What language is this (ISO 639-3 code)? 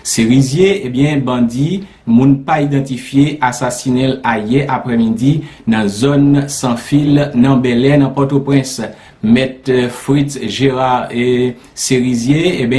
hat